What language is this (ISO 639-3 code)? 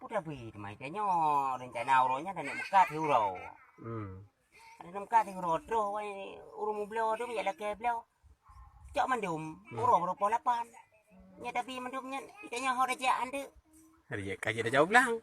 ace